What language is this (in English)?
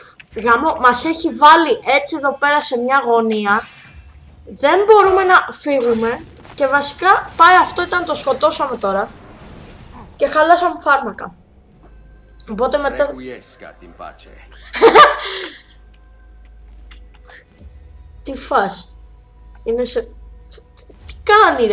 Greek